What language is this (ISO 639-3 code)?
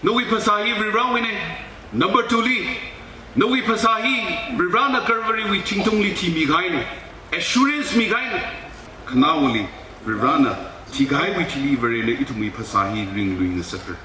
nmf